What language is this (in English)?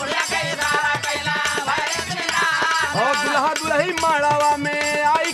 Bhojpuri